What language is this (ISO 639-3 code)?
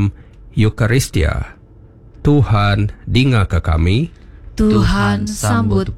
iba